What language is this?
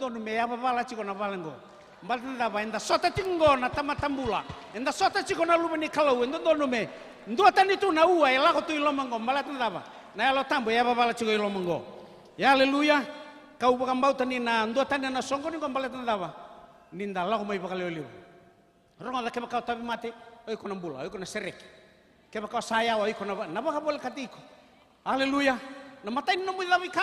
Fijian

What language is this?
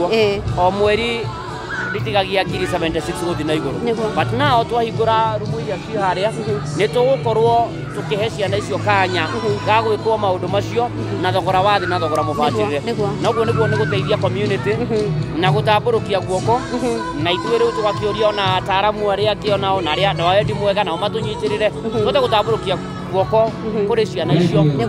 Kikuyu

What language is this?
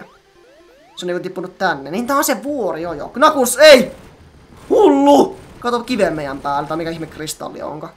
Finnish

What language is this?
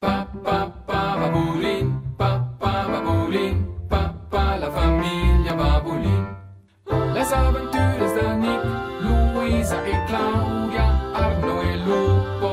Romansh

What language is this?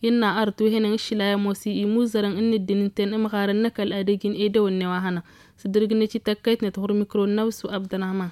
Tamasheq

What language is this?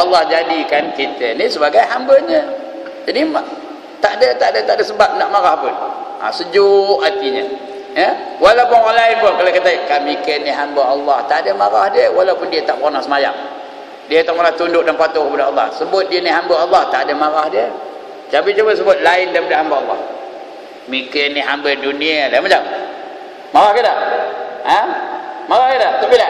Malay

